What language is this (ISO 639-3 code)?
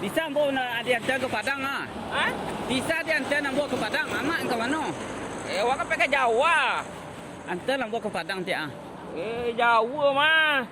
min